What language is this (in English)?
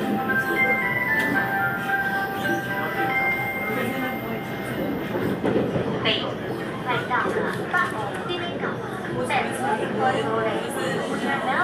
Chinese